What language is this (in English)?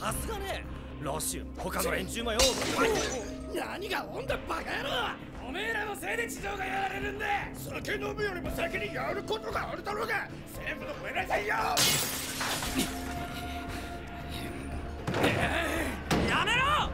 Japanese